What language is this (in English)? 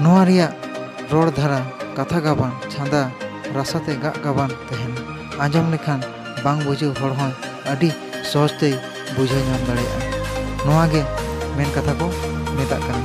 Santali